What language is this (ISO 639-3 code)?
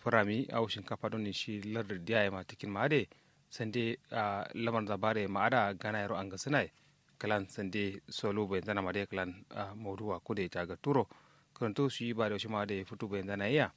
kau